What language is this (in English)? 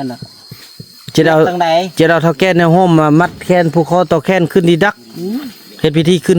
Northeastern Thai